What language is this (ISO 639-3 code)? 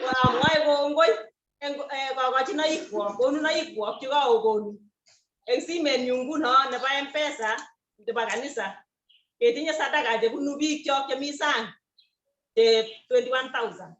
kln